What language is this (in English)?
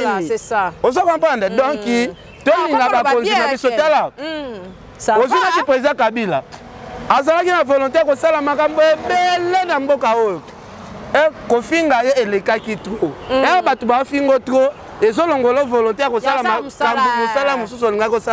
Lingala